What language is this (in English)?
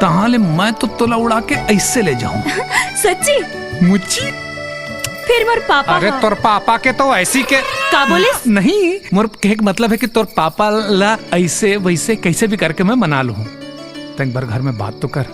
Chhattisgarhi